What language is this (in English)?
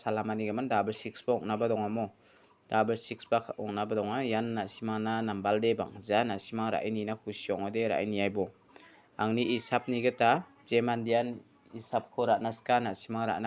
Garo